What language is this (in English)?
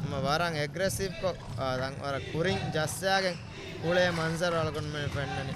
Divehi